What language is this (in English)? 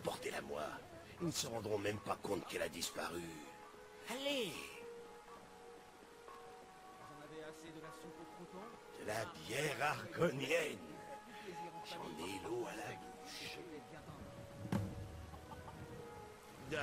French